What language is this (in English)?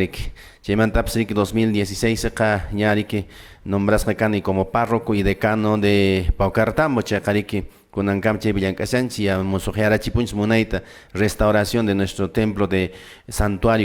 Quechua